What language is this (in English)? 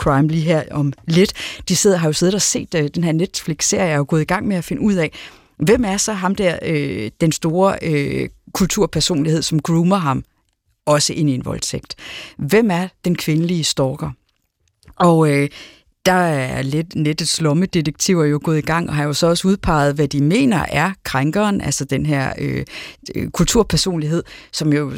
Danish